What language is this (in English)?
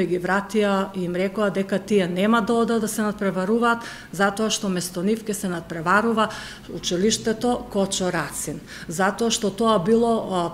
Macedonian